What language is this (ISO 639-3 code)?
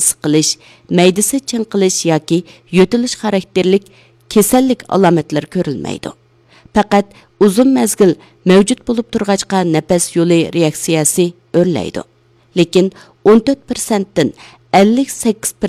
uig